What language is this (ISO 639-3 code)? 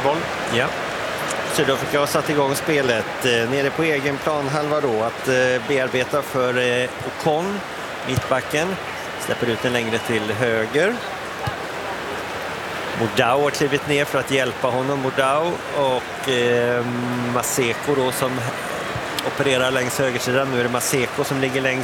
swe